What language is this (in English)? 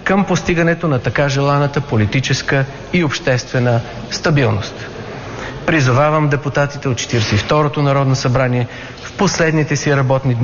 Bulgarian